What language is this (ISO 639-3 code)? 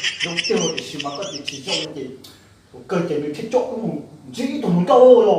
hmn